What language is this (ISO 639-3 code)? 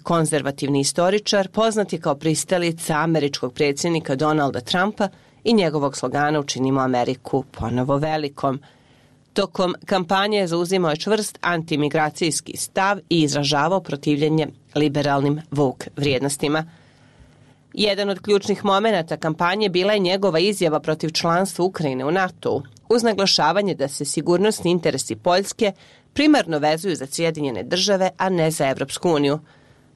bos